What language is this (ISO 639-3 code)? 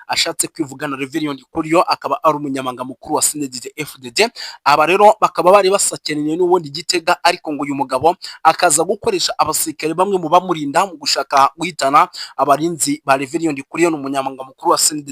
run